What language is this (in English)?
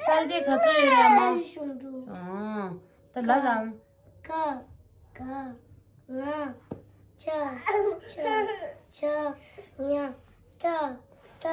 Tibetan